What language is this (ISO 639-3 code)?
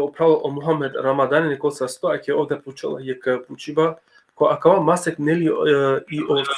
rmn